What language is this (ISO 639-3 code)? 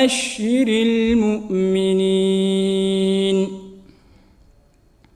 ara